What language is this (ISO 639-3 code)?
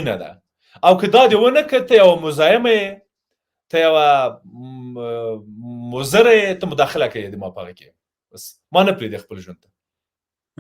pus